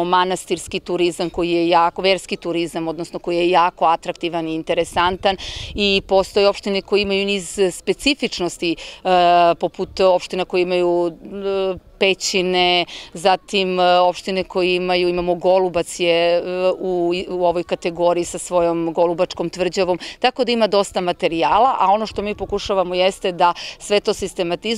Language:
Serbian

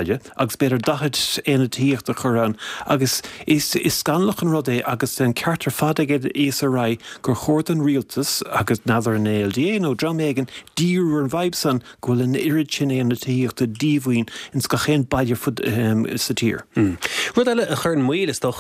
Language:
Irish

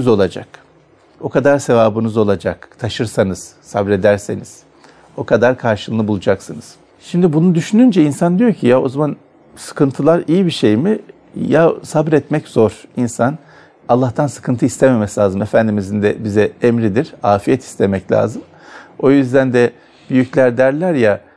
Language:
Turkish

